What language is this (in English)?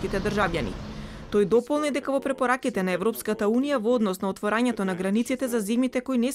Macedonian